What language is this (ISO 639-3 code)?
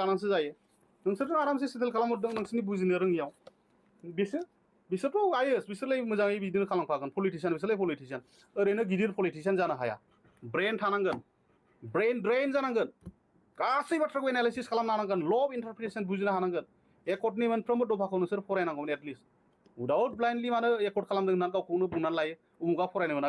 brx